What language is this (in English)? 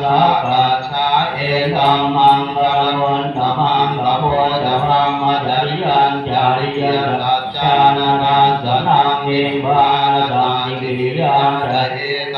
Pali